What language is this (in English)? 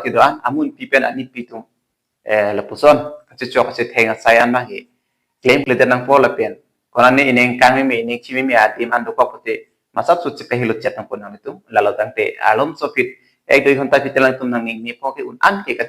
Karbi